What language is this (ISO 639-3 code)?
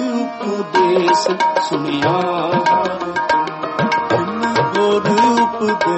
pan